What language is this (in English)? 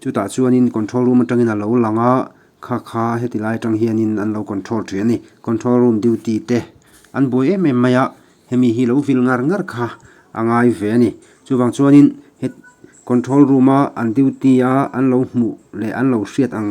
Mizo